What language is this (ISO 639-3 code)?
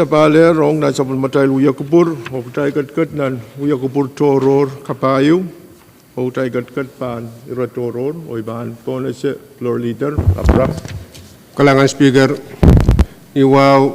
pon